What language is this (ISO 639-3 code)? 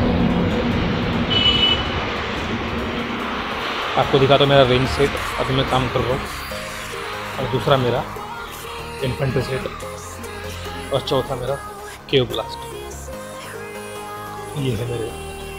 hin